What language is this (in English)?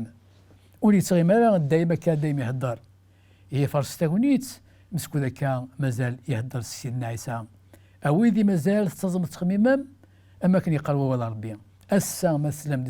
Kabyle